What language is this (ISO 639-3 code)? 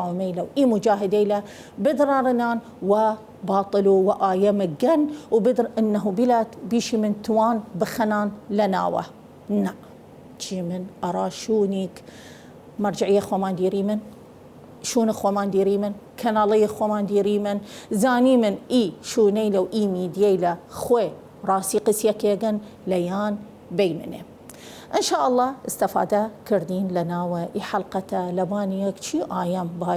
sdh